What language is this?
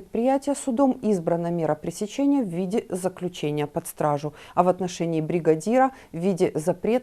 Crimean Tatar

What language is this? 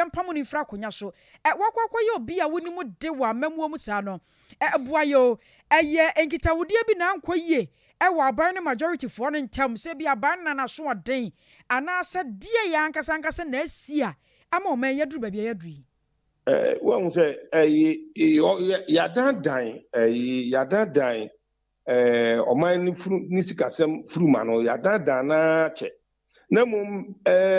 Akan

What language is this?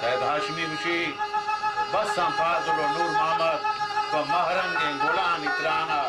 Baluchi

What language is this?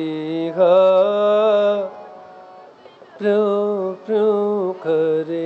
Hindi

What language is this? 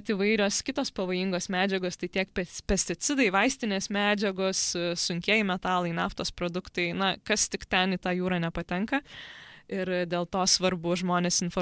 Lithuanian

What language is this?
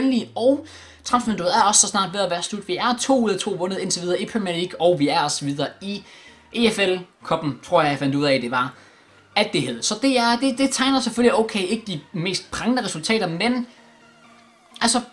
Danish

